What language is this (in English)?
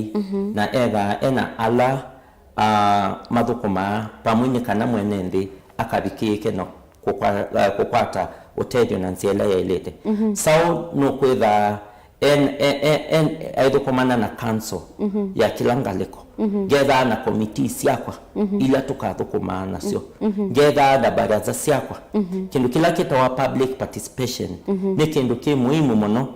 Kamba